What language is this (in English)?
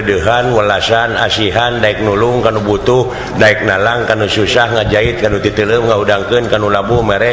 Sundanese